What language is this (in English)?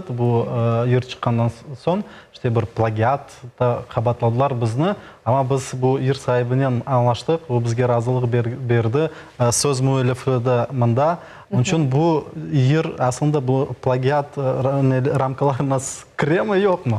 Crimean Tatar